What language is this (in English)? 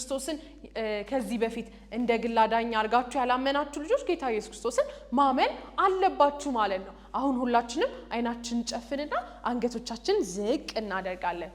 Amharic